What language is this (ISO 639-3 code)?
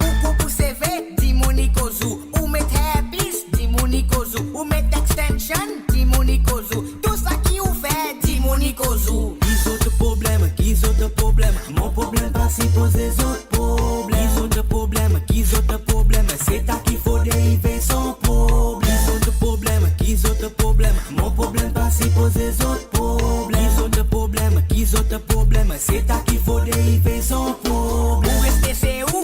mfe